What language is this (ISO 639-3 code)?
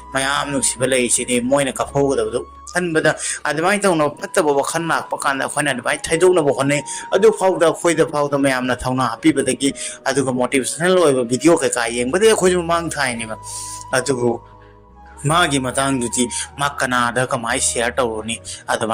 mni